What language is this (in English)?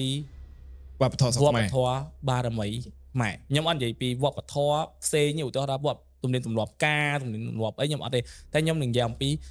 Khmer